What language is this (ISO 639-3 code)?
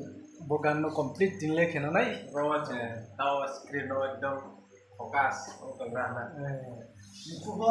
ria